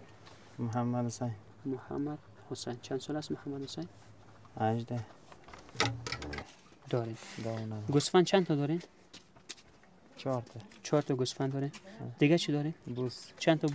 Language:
Persian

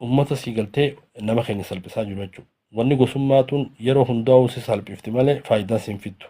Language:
Oromo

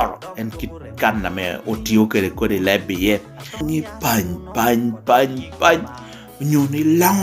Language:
Lango (Uganda)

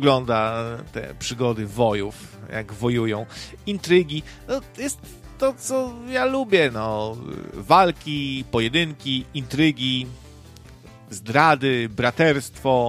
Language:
Polish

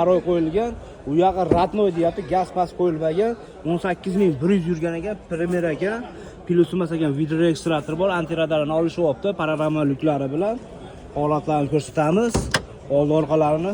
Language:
Uzbek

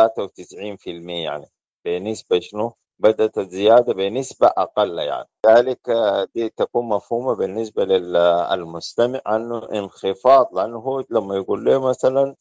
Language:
Sudanese Arabic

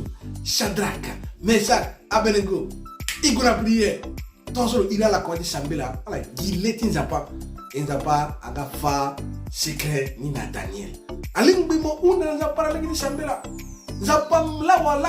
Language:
Sango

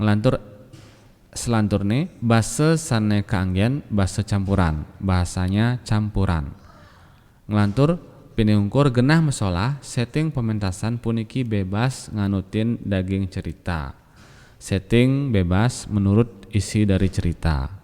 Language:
Balinese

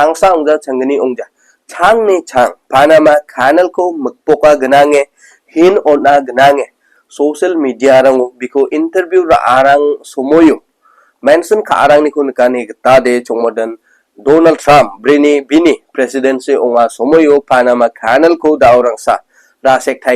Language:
Garo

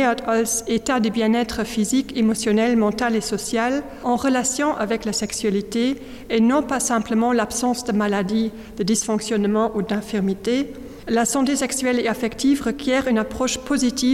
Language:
Luxembourgish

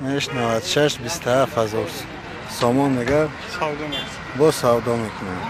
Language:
Tajik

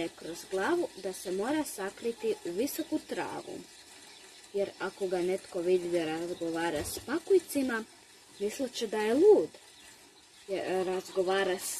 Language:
Croatian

